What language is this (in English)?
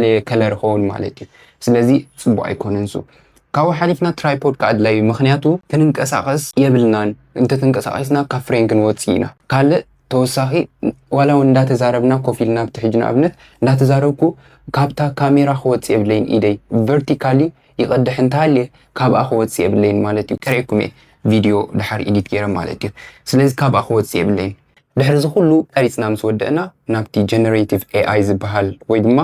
Tigrinya